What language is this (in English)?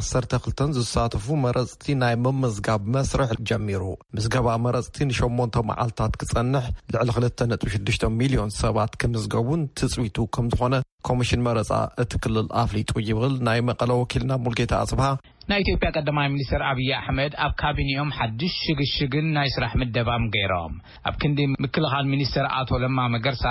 Tigrinya